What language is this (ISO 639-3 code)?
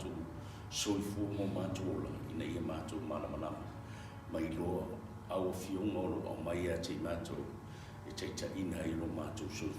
smo